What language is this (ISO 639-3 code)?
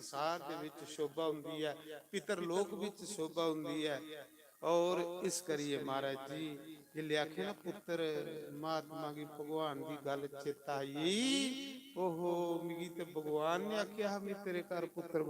doi